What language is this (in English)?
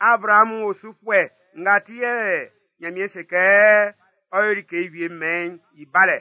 Baoulé